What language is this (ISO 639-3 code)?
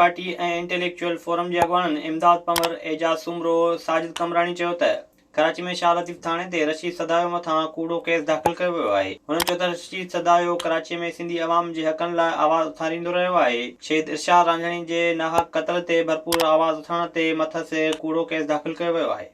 snd